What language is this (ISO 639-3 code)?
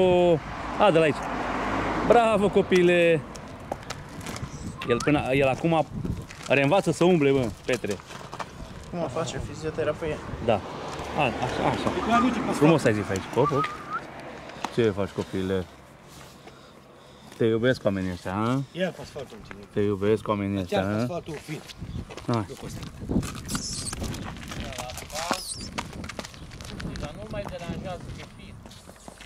ron